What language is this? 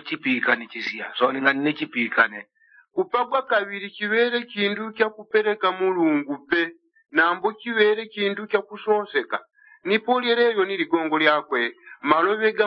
Yao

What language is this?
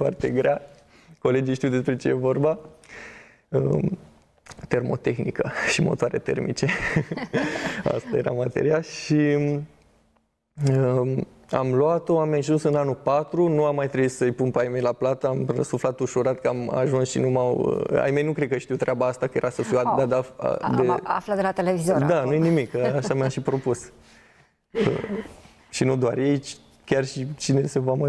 Romanian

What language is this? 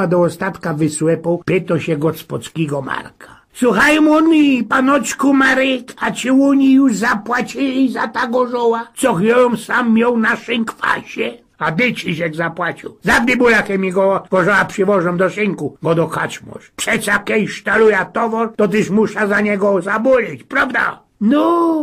Silesian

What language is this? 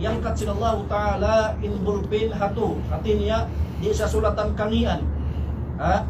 Tausug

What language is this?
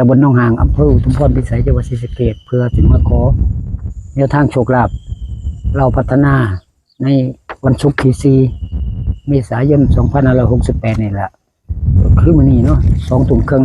Northeastern Thai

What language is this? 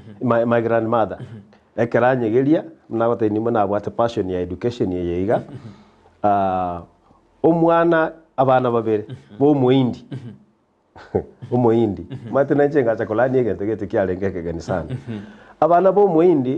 Gusii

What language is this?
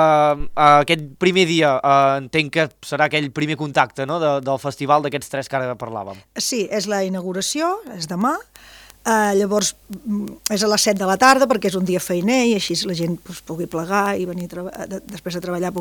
Catalan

